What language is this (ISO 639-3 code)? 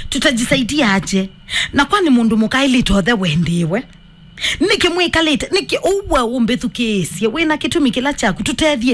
kam